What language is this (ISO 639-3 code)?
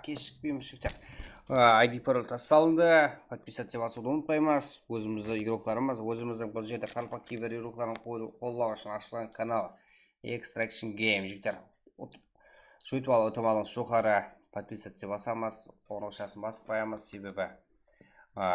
kaa